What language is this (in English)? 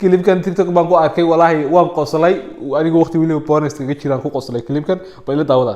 Somali